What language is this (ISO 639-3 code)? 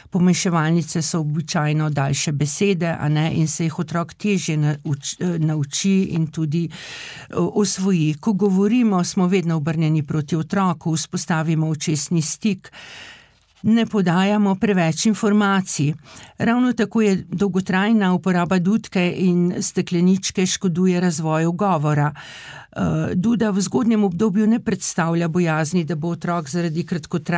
slv